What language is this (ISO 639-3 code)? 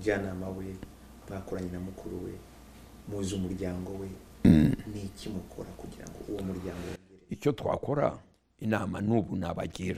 kin